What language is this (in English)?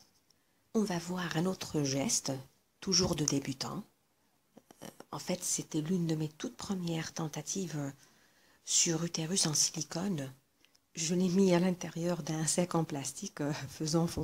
French